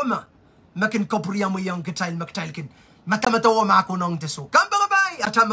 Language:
Pohnpeian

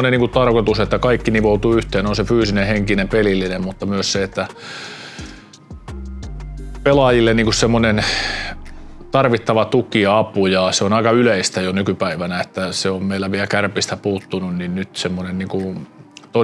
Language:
Finnish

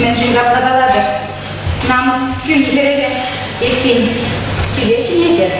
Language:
Chuvash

